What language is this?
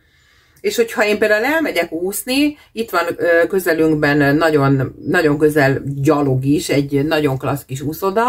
Hungarian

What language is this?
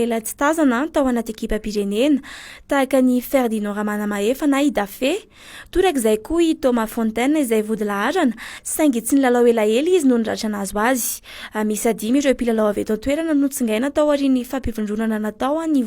Malagasy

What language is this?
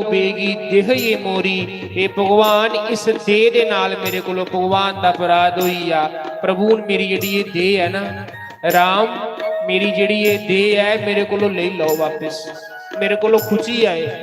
Dogri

